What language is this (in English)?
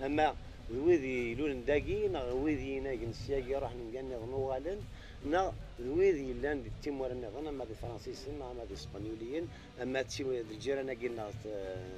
Kabyle